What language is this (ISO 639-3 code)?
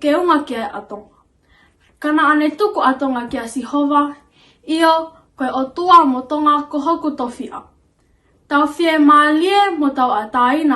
ton